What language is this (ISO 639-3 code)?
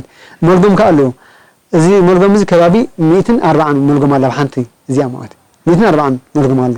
tir